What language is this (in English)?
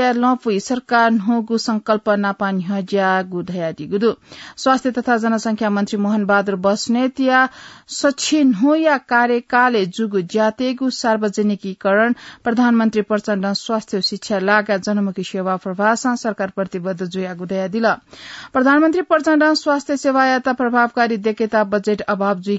Newari